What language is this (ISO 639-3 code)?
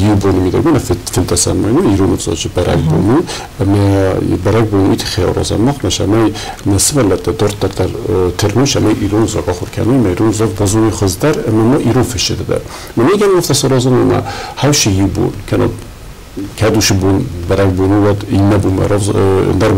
oss